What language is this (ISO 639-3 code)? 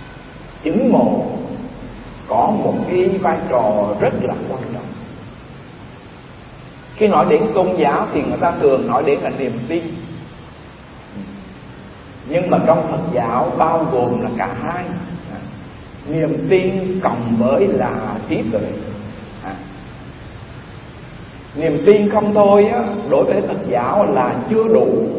vie